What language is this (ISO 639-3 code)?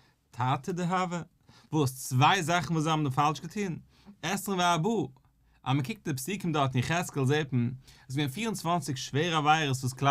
yid